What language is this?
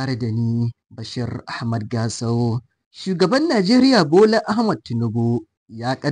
Hausa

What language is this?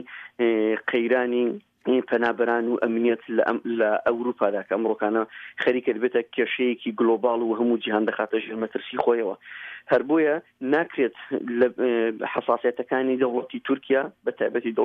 Central Kurdish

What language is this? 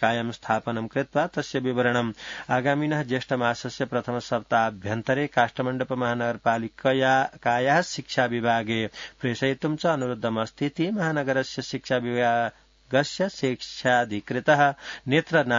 Sanskrit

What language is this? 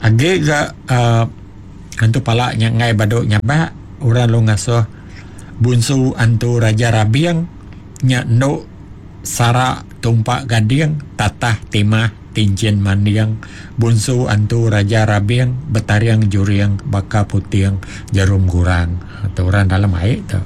Iban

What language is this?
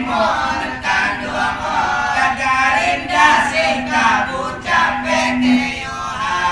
Minangkabau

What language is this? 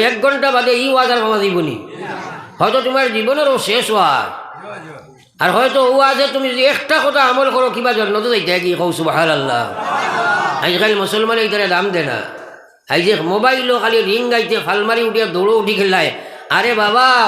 Sylheti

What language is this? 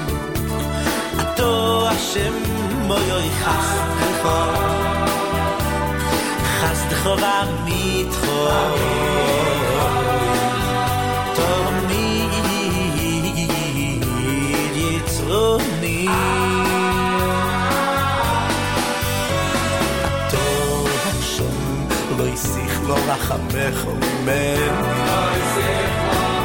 Hebrew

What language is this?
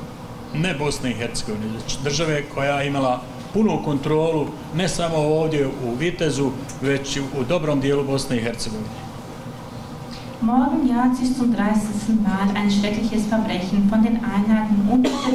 Bosnian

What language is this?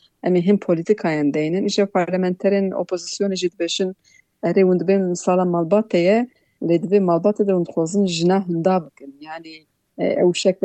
Kurdish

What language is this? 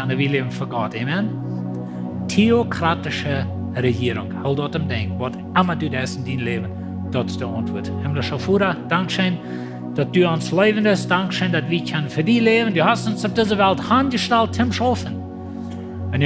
Plautdietsch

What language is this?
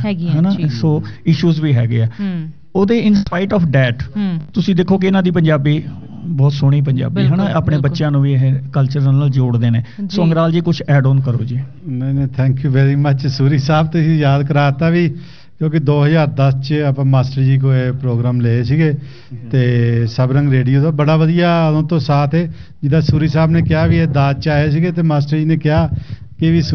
Punjabi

